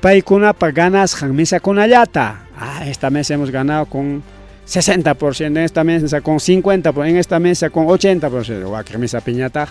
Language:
Ayacucho Quechua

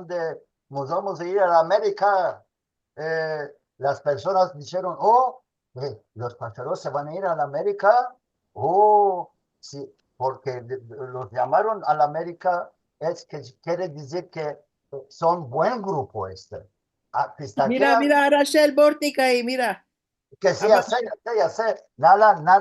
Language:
Ladino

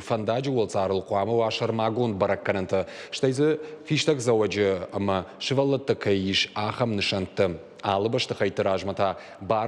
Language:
Ossetic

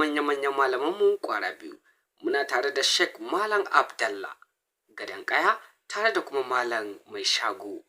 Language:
Hausa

